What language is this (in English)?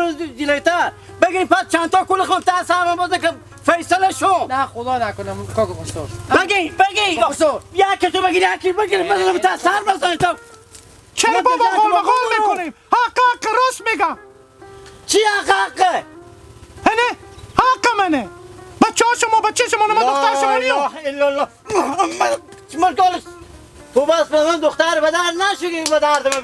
Hazaragi